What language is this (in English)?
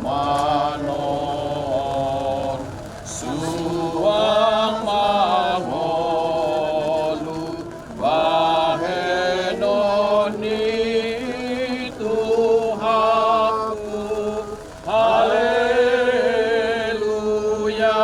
Batak Toba